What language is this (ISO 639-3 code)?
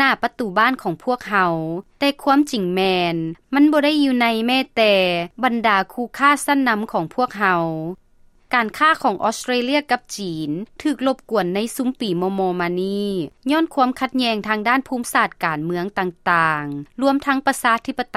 lao